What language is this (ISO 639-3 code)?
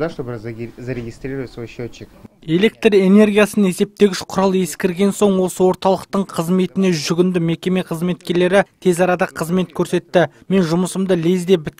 kaz